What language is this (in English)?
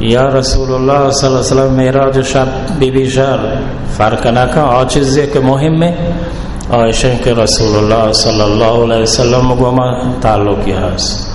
Baluchi